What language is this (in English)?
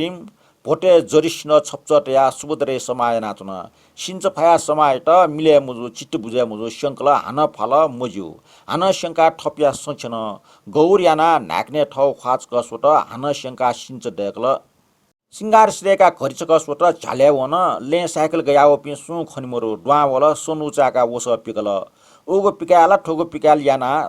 Newari